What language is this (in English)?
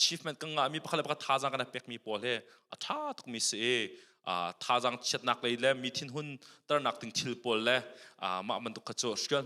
Hakha Chin